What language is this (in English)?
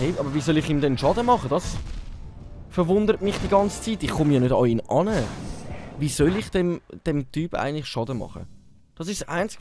Swiss German